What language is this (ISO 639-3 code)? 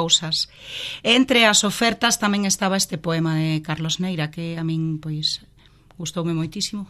glg